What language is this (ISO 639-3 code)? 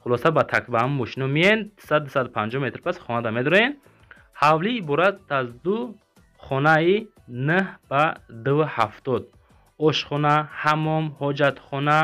tgk